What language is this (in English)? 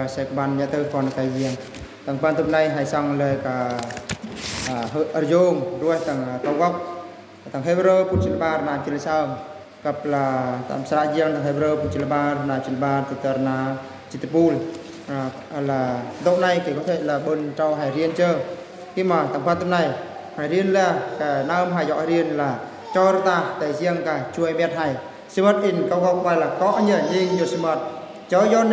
Eastern Bru